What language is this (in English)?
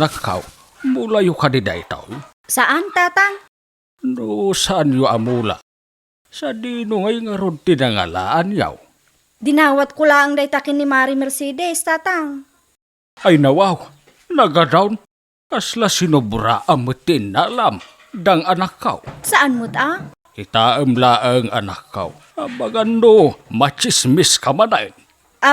Iloko